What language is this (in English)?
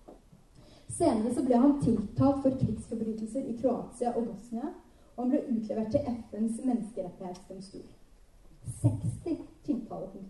Norwegian